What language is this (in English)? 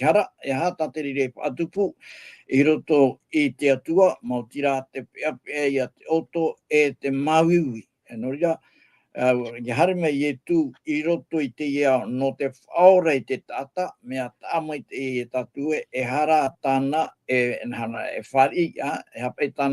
Tahitian